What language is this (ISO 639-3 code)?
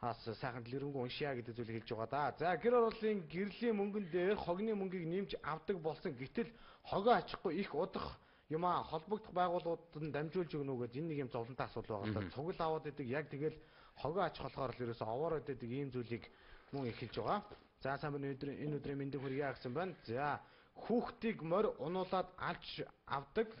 mon